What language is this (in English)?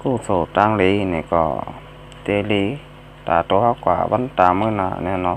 Shan